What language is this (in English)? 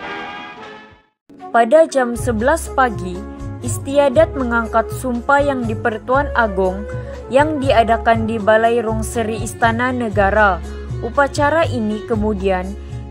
Malay